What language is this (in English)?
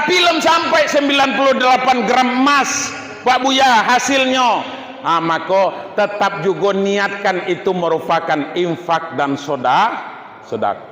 Minangkabau